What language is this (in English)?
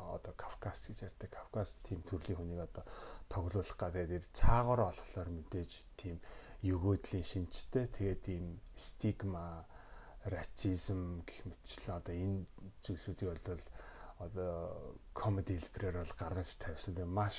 Mongolian